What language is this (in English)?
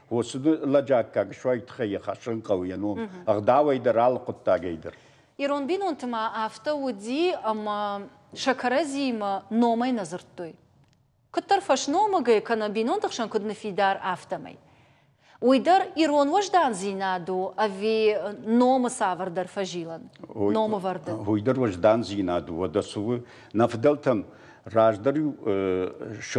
Ossetic